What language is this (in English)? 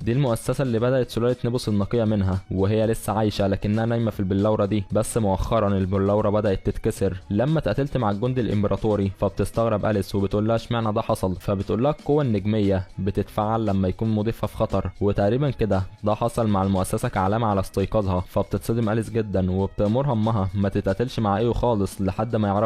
Egyptian Arabic